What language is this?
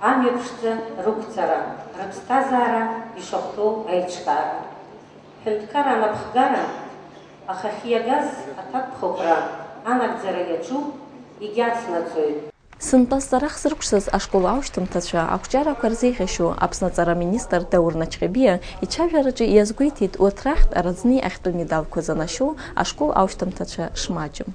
Abkhazian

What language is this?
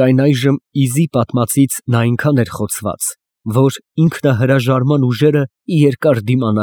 Armenian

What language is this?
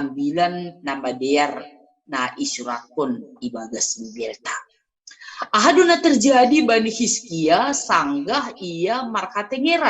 Batak Simalungun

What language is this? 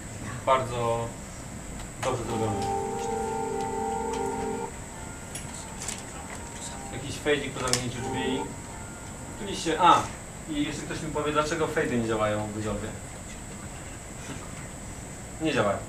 Polish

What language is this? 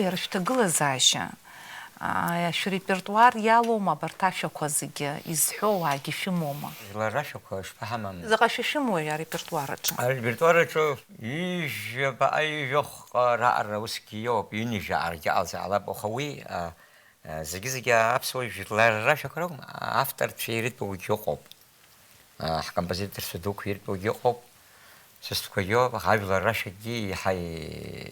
Abkhazian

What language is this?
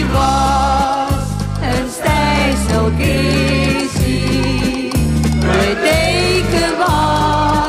Dutch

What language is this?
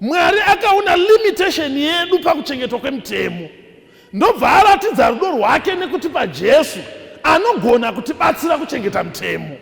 Shona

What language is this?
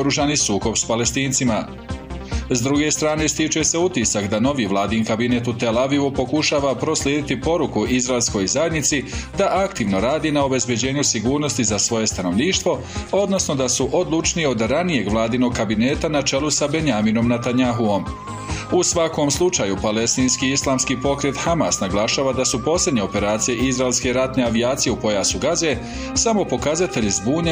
Bosnian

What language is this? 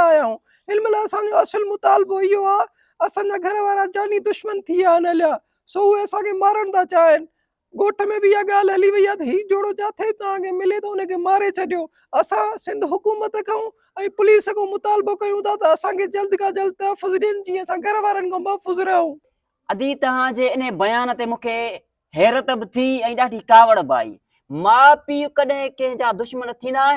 Sindhi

